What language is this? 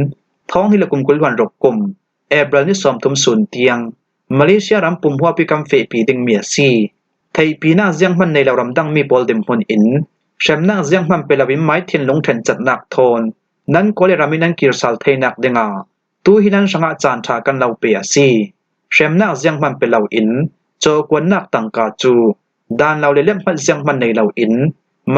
Falam Chin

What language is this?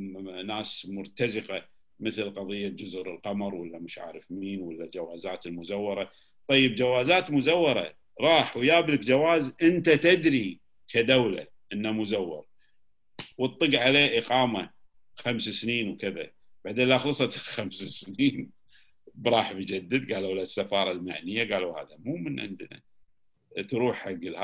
Gulf Arabic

